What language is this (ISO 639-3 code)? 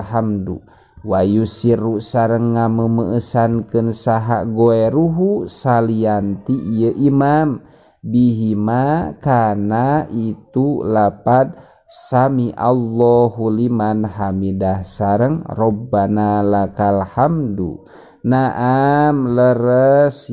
sun